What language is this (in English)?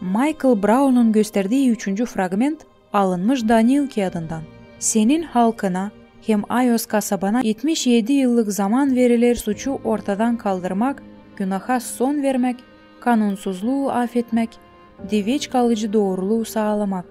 Gagauz